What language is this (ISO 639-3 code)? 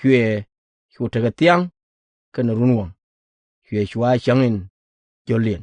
nus